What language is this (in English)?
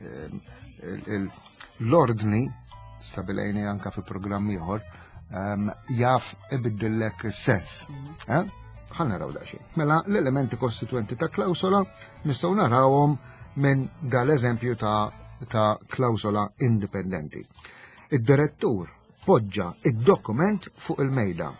Maltese